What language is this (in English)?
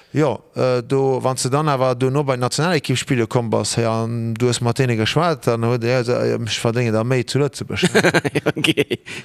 Luxembourgish